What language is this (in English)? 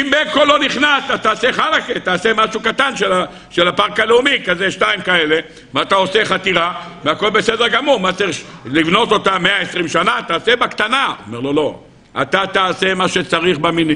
Hebrew